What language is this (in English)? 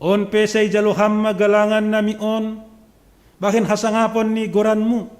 Batak Simalungun